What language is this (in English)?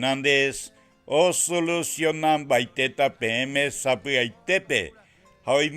Guarani